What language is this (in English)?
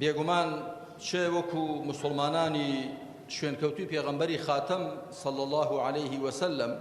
Central Kurdish